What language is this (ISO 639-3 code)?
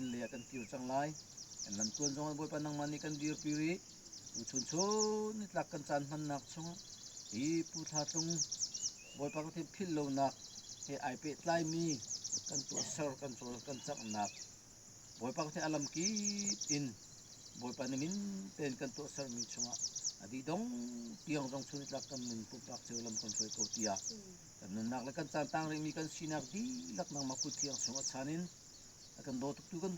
cnh